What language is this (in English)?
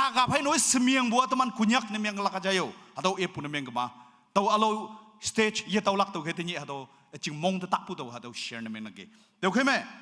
Naga Pidgin